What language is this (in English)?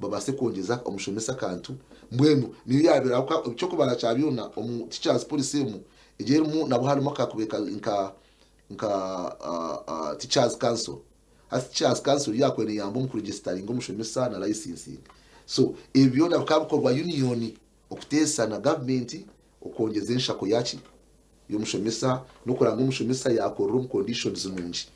Nyankole